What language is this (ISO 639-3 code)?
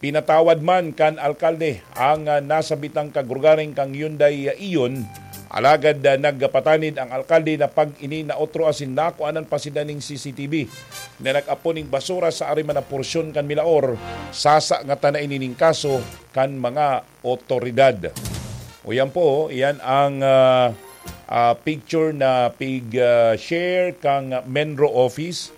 bik